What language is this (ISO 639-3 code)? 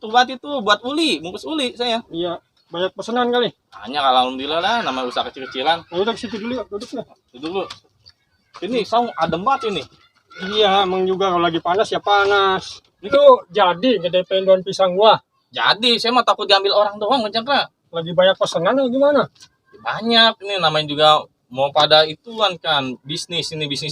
bew